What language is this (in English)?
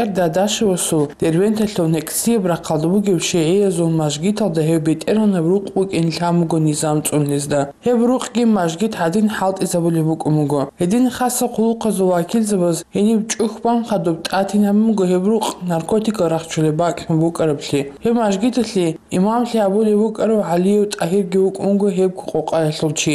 Avaric